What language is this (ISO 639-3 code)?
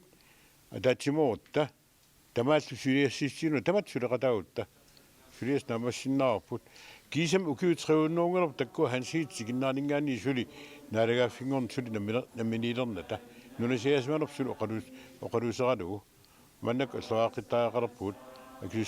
kal